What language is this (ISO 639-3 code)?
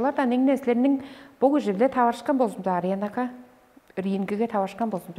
tyv